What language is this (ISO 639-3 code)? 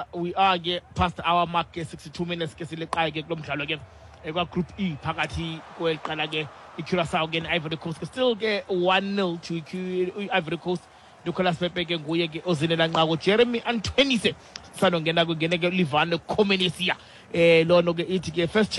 xho